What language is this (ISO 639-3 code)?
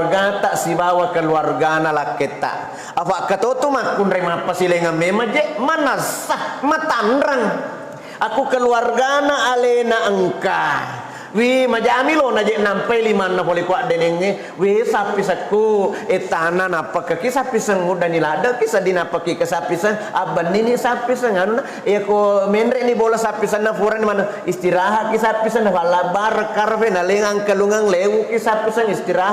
bug